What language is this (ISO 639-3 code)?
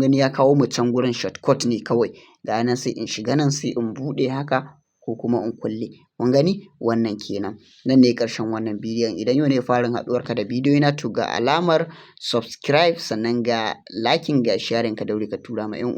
hau